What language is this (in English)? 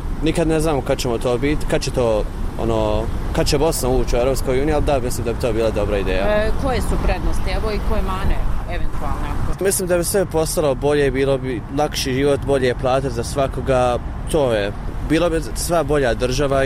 Bosnian